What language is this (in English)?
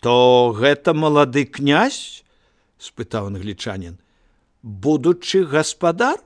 Belarusian